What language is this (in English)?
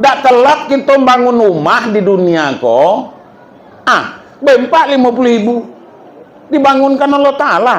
Minangkabau